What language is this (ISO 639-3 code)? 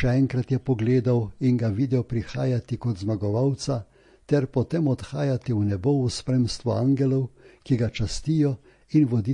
slv